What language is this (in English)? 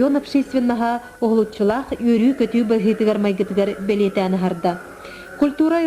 Yakut